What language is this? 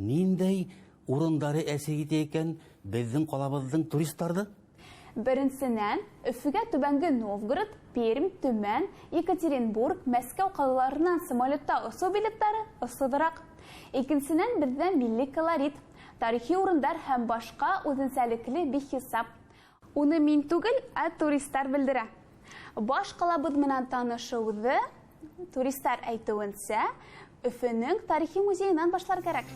Bashkir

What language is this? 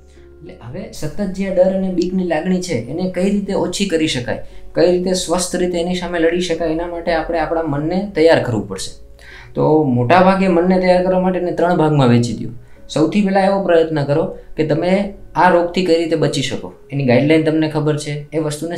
Gujarati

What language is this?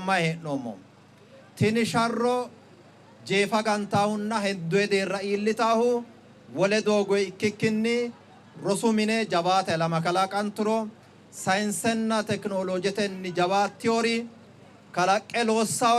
Sidamo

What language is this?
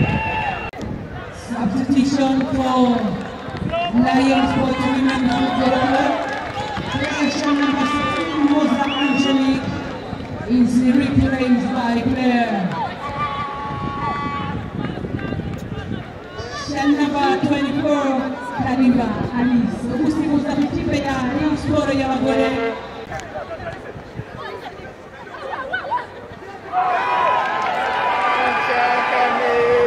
Kinyarwanda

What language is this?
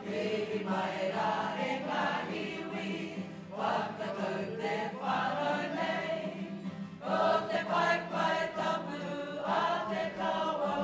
Māori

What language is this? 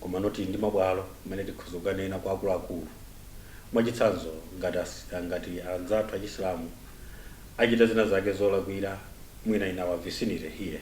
Nyanja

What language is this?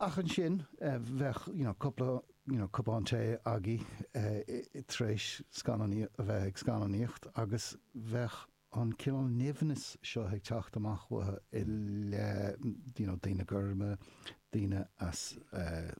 Irish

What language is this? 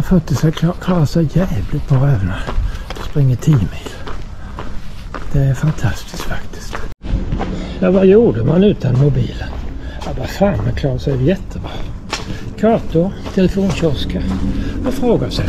Swedish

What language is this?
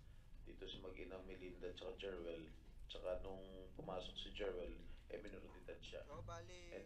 Filipino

